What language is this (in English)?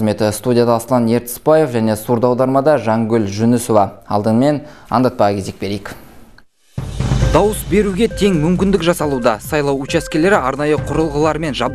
Kazakh